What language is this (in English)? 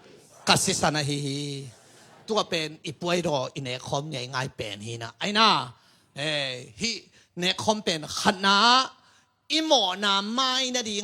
Tedim Chin